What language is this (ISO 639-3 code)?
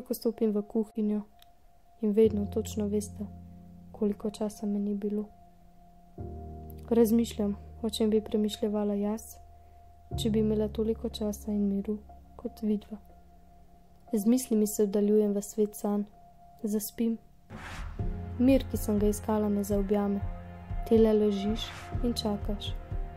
slv